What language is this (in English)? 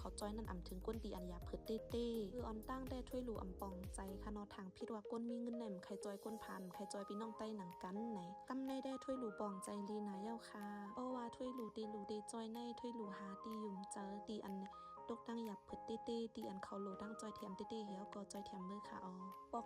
Shan